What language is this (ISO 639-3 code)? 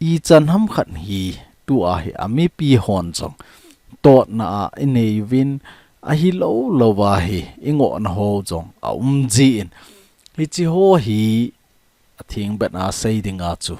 tcz